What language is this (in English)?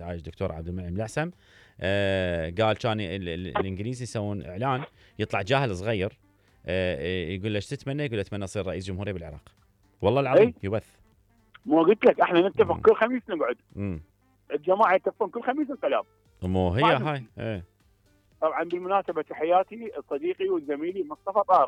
Mesopotamian Arabic